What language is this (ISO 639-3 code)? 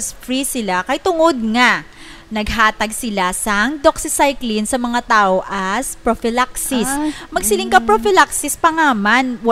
hil